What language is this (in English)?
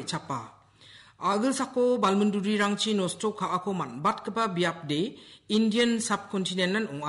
Garo